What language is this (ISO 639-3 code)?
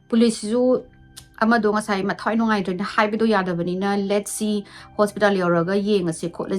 mni